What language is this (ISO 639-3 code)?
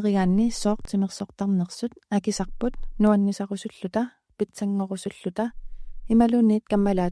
kal